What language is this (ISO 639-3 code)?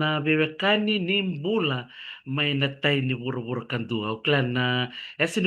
fij